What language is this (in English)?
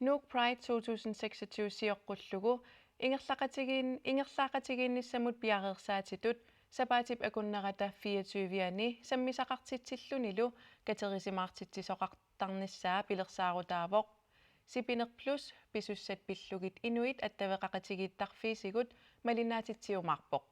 Kalaallisut